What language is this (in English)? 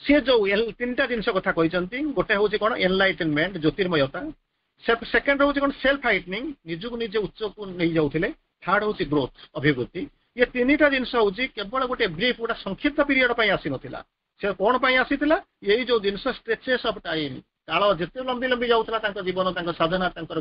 Odia